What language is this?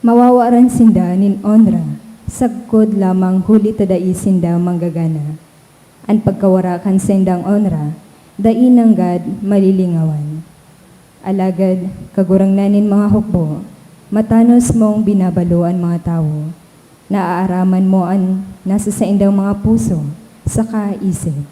Bikol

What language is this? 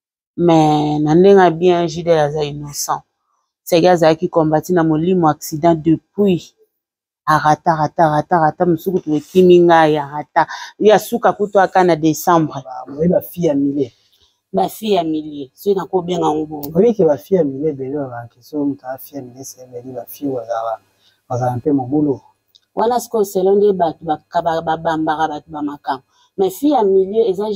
Lingala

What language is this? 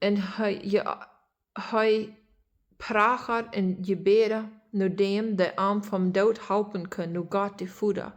Plautdietsch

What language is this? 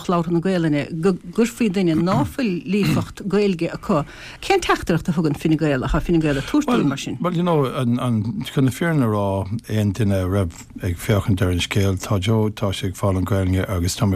Irish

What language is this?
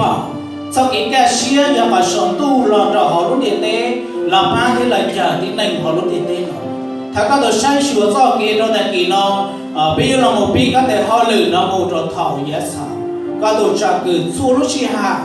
Hmong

